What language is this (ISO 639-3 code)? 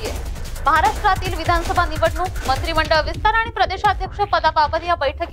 mar